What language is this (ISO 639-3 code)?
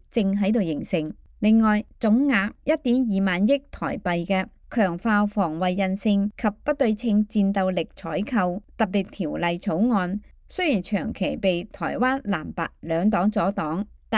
yue